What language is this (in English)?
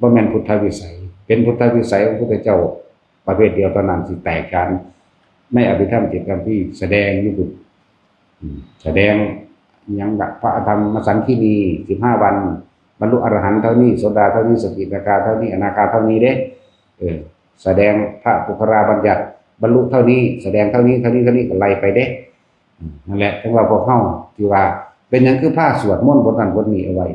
Northeastern Thai